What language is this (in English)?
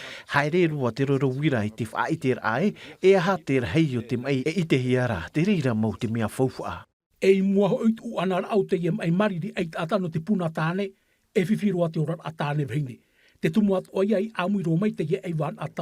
Tahitian